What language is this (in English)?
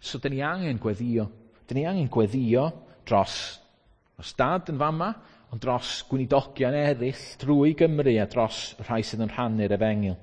Welsh